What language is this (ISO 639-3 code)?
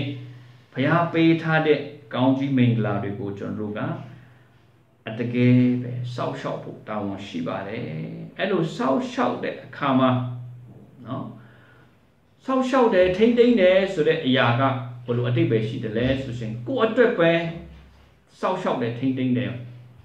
mya